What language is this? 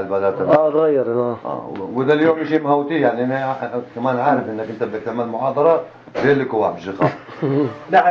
North Levantine Arabic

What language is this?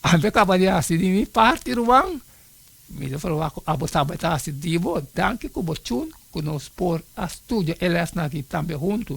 Papiamento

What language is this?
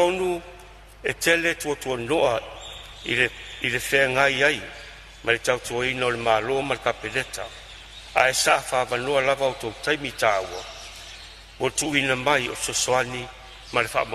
Samoan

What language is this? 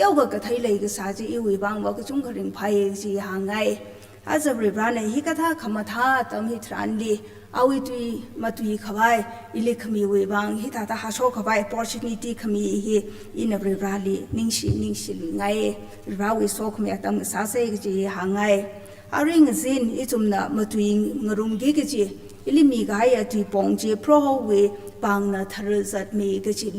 Tangkhul Naga (India)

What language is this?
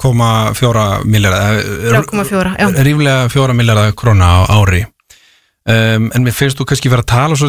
Icelandic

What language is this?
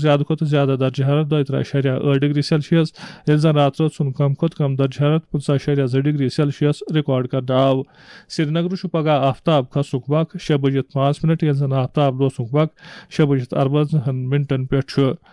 Kashmiri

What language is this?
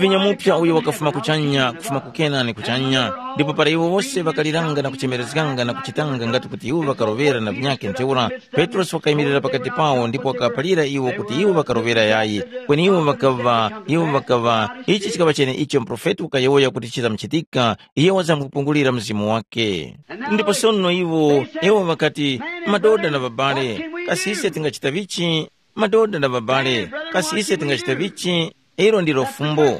Tumbuka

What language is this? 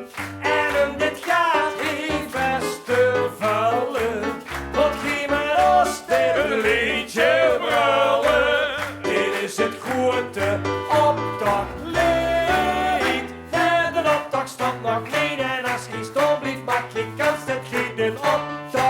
Limburgish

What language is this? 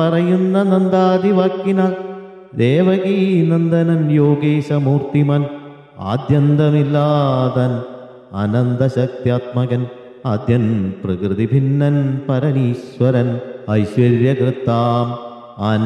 Malayalam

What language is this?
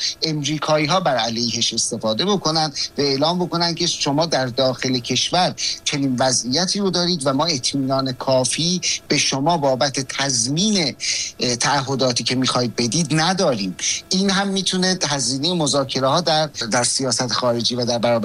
Persian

